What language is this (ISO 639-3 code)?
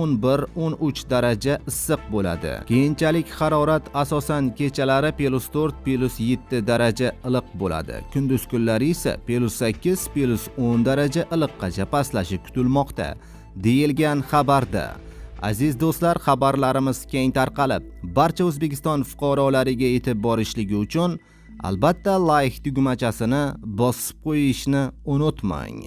uzb